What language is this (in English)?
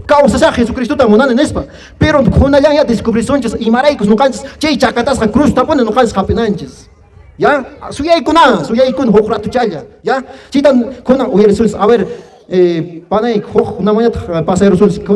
Quechua